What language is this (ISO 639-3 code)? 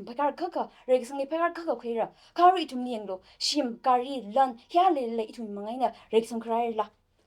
nmf